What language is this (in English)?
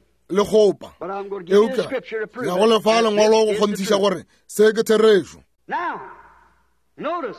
Northern Sotho